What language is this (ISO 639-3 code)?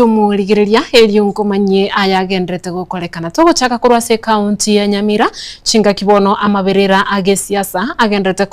guz